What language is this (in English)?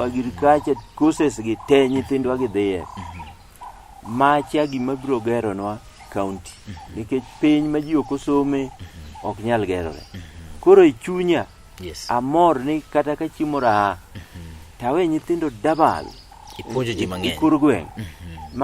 Luo (Kenya and Tanzania)